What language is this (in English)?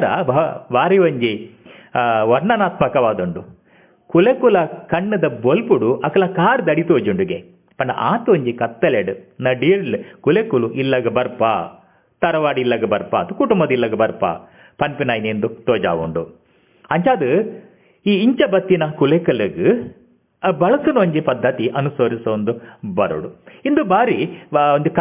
Tulu